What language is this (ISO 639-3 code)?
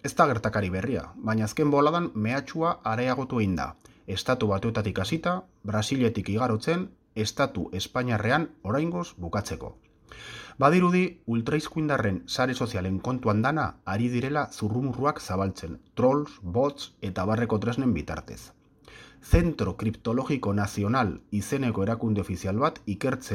eus